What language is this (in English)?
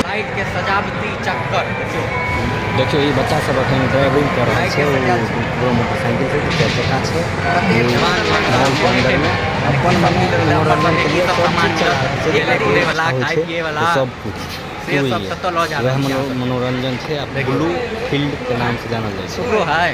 Maithili